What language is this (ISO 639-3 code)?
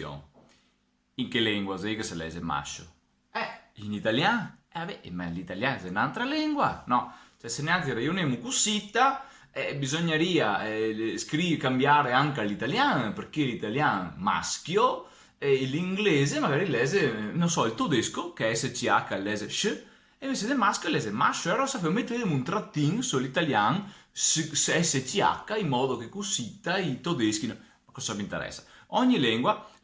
vec